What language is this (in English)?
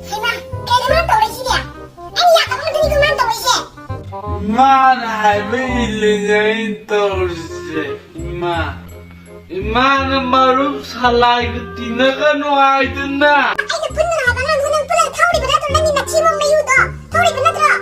Manipuri